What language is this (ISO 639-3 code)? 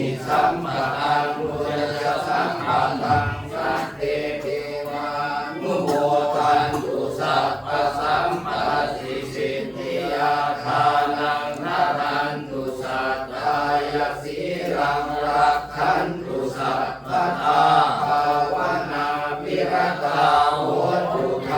pli